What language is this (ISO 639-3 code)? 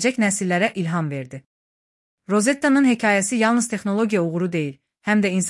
aze